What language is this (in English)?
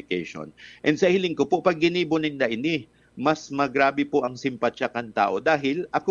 Bikol